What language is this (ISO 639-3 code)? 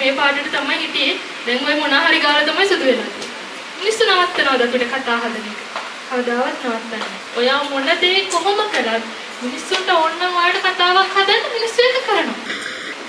sin